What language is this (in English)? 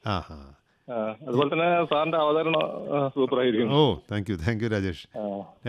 Malayalam